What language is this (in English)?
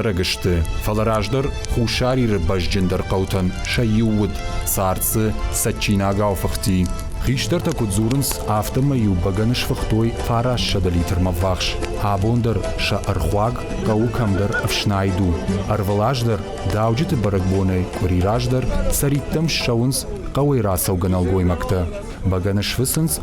Ossetic